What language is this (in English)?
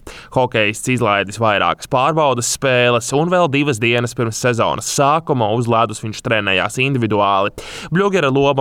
Latvian